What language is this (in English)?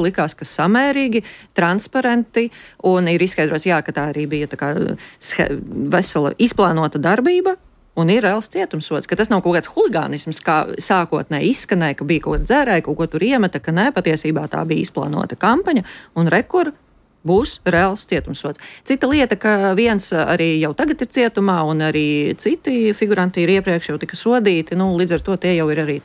Latvian